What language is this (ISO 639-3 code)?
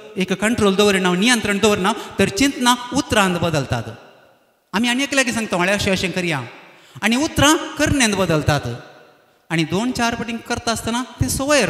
kok